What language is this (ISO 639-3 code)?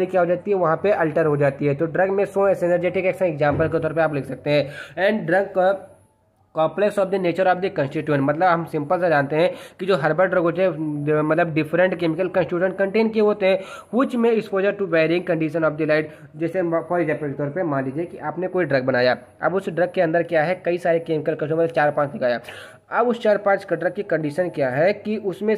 hin